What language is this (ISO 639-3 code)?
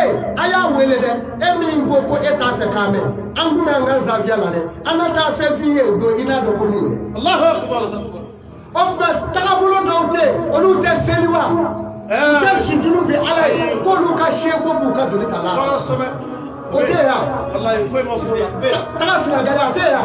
bam